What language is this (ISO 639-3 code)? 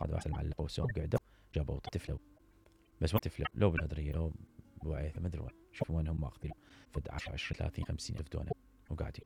acm